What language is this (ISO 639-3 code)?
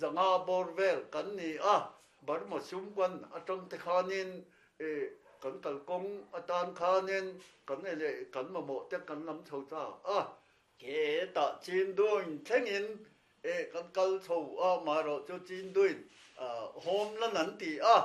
lus